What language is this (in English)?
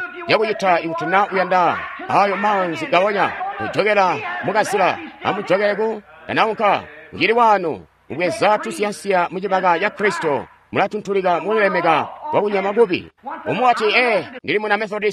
Tonga (Zambia)